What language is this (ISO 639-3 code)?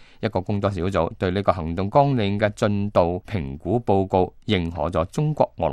yue